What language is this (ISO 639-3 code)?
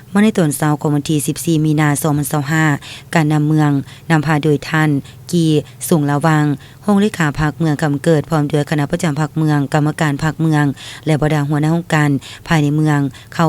lao